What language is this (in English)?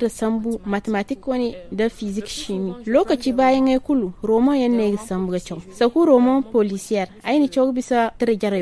Zarma